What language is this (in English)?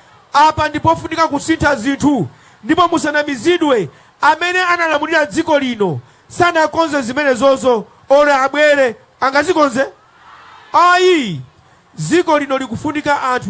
Nyanja